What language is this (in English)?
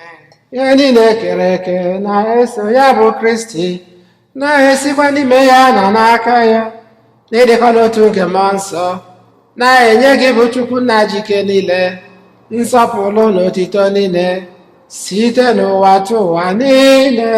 Igbo